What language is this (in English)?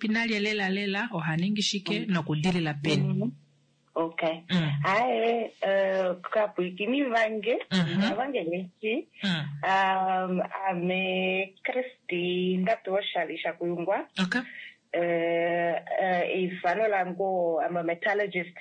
Kuanyama